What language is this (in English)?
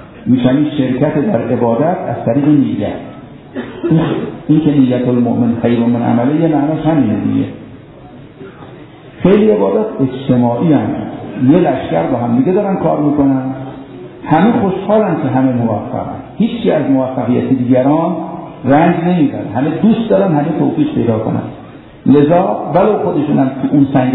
Persian